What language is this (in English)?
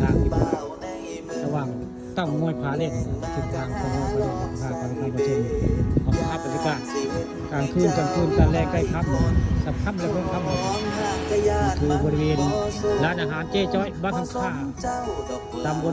Northeastern Thai